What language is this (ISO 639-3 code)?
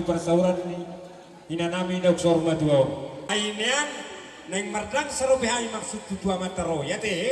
bbc